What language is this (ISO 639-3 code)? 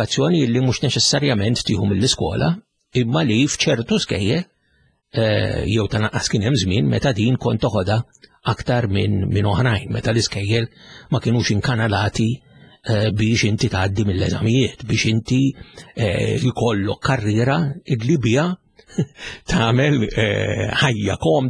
mlt